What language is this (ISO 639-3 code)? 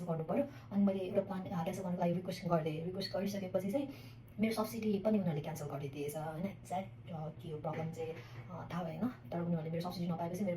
nep